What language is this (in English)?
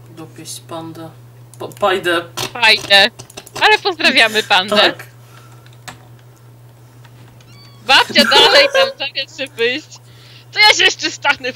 Polish